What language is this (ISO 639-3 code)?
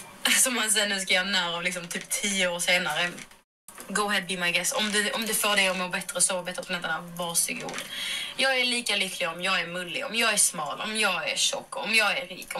swe